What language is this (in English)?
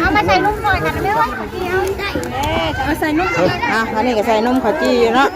Northeastern Thai